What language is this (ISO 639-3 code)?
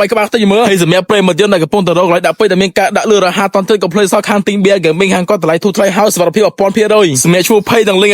khm